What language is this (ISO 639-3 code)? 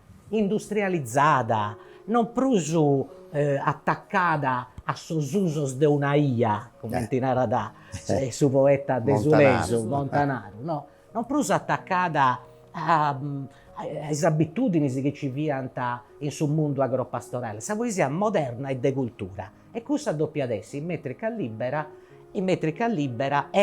srd